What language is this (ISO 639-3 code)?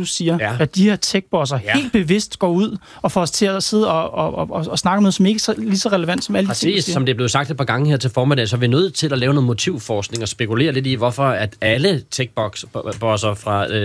dan